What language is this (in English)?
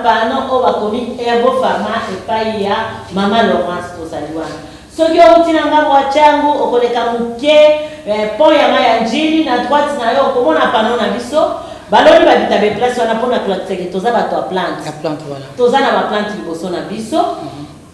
Lingala